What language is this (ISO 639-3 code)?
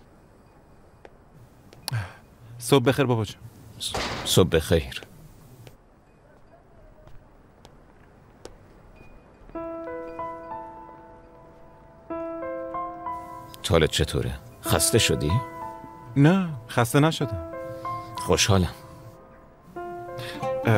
fas